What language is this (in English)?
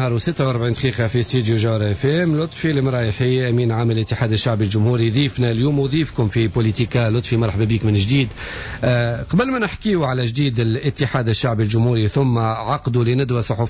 Tunisian Arabic